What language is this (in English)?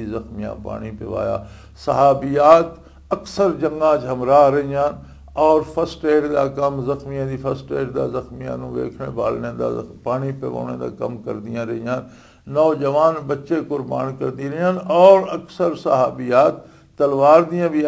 Western Panjabi